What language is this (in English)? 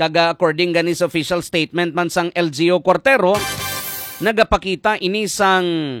Hiligaynon